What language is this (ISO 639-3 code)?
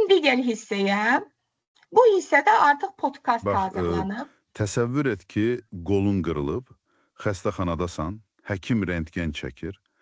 aze